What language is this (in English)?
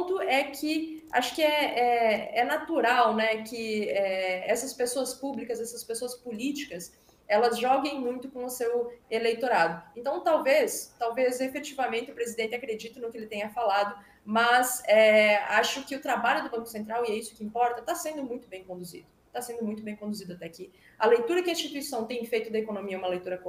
Portuguese